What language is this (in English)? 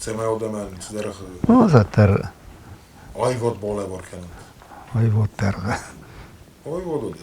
Ossetic